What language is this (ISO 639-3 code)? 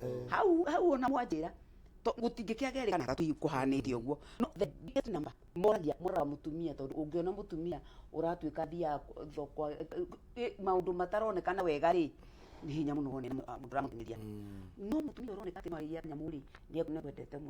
kik